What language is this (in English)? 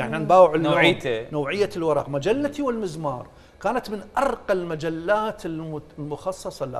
Mesopotamian Arabic